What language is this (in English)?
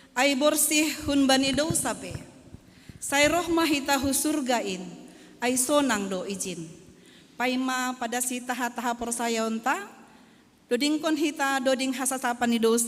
Batak Simalungun